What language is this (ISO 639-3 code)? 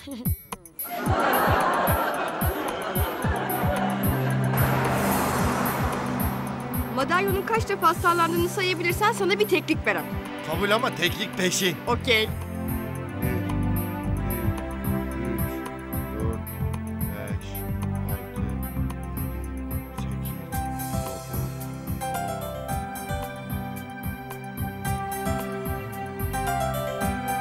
tur